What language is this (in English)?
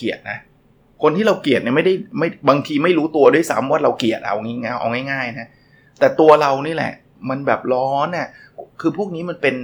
Thai